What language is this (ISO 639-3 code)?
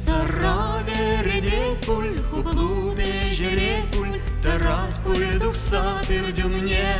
chv